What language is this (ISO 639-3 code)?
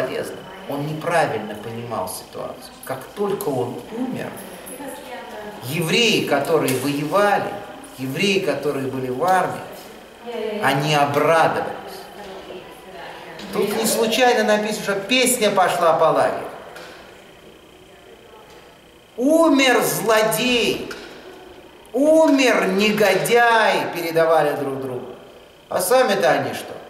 rus